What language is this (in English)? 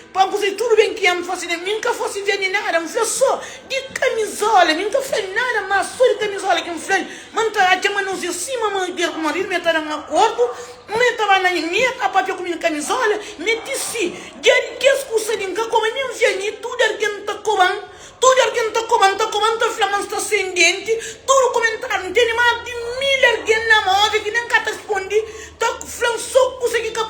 Kabuverdianu